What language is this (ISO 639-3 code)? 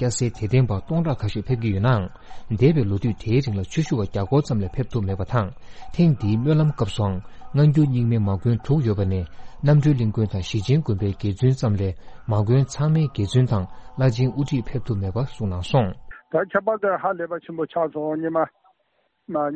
bod